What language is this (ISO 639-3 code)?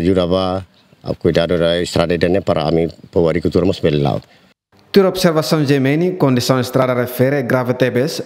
tet